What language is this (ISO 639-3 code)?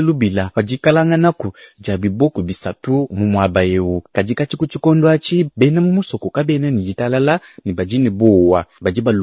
lua